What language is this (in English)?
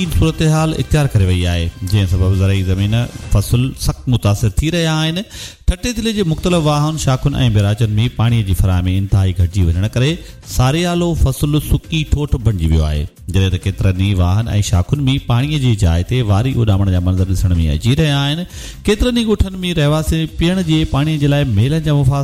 Sindhi